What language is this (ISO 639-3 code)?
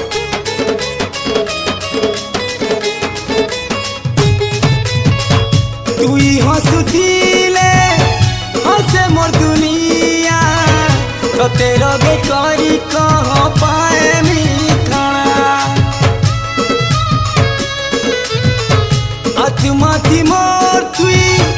spv